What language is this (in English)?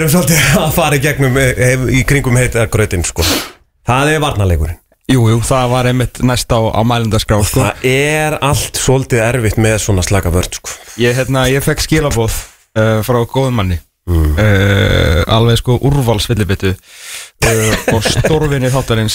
Icelandic